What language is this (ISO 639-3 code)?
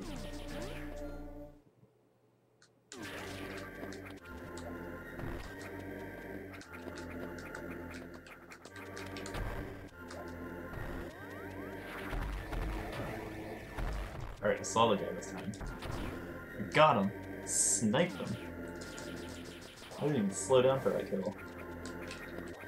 eng